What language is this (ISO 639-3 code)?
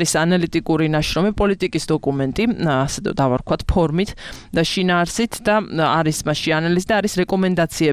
kat